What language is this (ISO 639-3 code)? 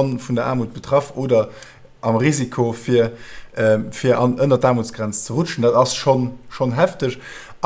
ltz